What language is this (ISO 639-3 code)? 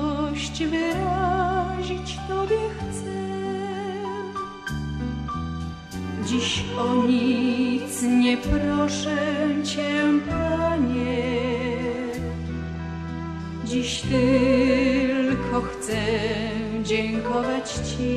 pol